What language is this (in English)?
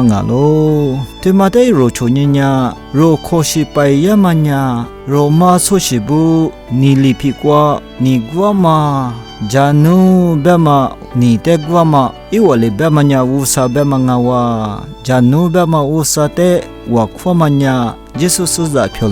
Lisu